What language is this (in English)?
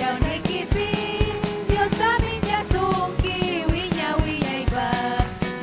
Ayacucho Quechua